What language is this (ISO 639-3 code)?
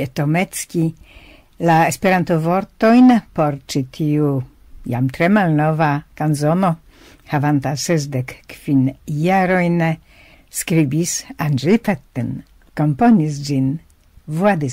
epo